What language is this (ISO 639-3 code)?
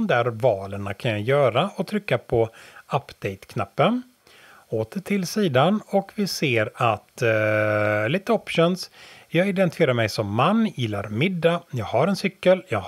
swe